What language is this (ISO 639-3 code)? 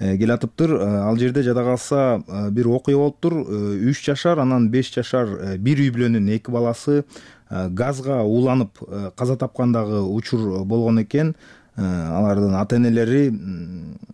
kir